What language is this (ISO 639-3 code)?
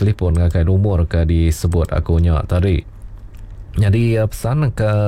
iba